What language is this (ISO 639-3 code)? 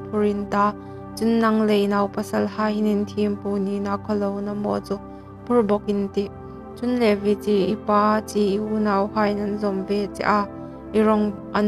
hmr